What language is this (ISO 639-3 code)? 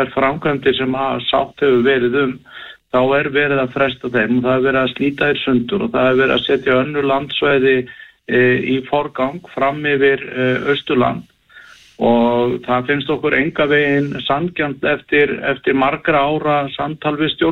isl